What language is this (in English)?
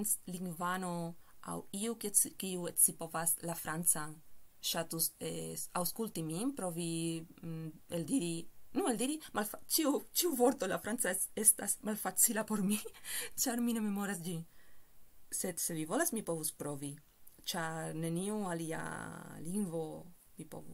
Esperanto